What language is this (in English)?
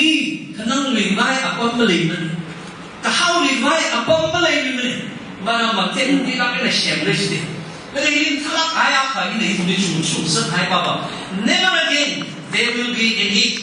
Tangkhul Naga (India)